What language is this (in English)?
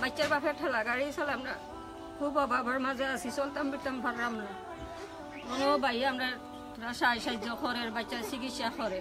Sylheti